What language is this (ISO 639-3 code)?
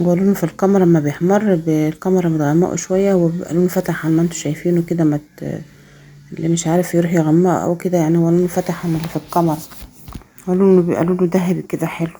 arz